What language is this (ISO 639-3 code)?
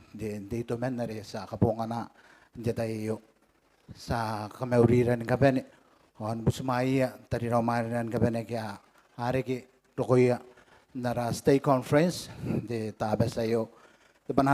gil